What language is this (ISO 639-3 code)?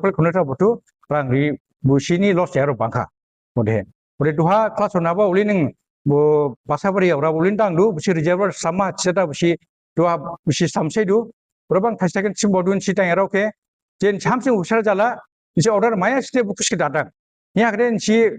dis